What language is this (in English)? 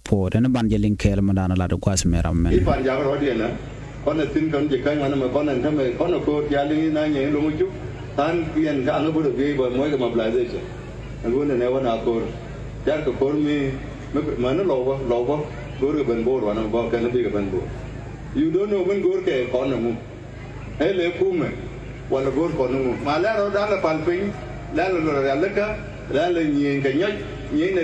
Nuer